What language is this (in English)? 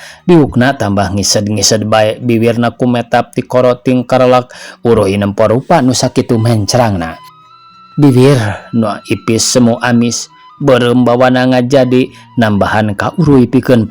Sundanese